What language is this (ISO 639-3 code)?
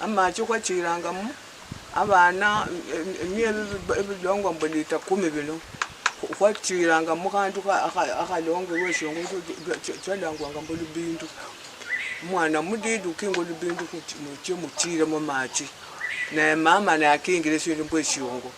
luy